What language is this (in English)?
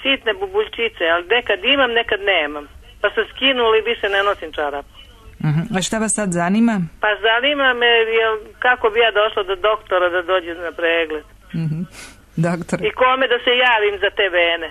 Serbian